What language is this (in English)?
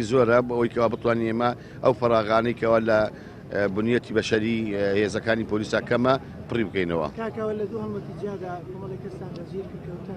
Central Kurdish